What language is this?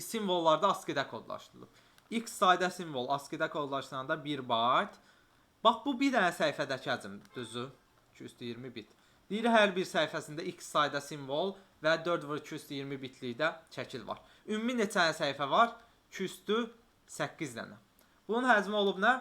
Azerbaijani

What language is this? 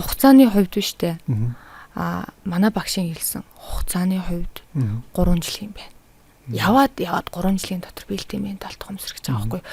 Mongolian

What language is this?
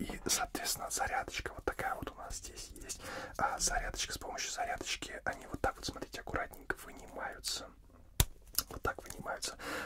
Russian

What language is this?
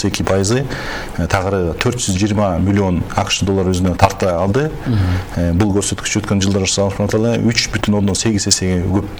Kyrgyz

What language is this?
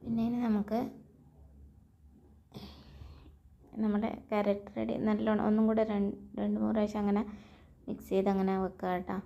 Malayalam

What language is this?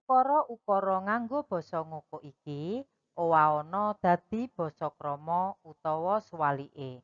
Javanese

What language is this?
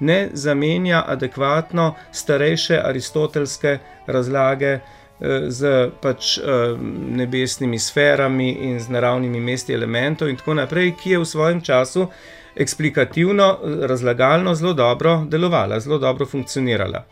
Slovenian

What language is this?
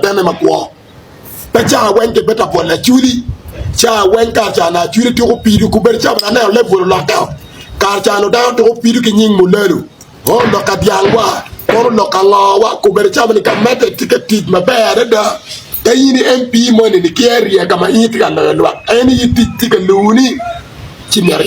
Acoli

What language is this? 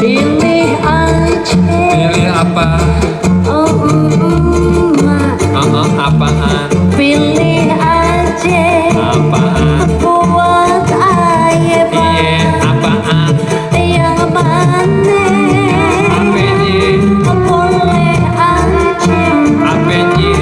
Betawi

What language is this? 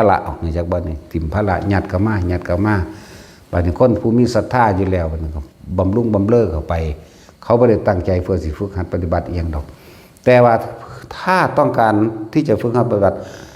Northeastern Thai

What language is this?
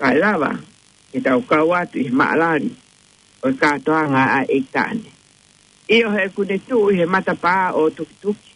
Tongan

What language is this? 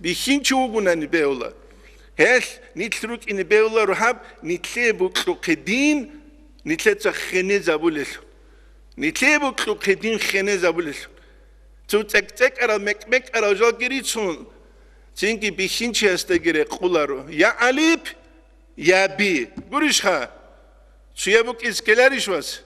Avaric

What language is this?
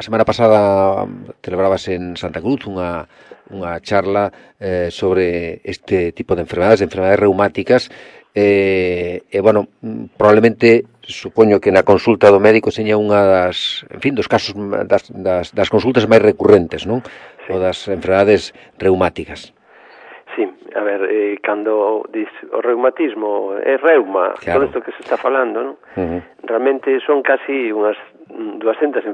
Galician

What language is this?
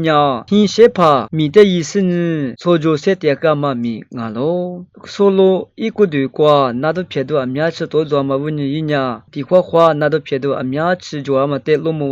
Lisu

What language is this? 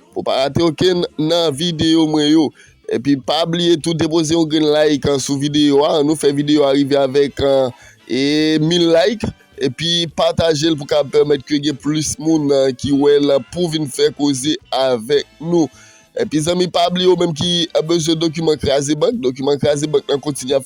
Haitian Creole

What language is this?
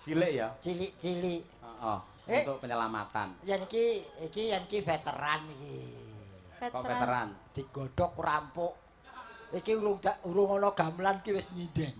Javanese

